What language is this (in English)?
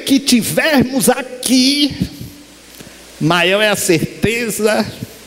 Portuguese